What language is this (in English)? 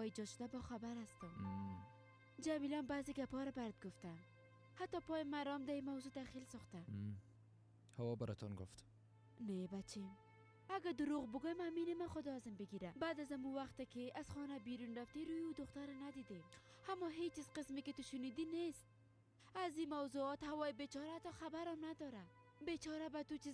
Persian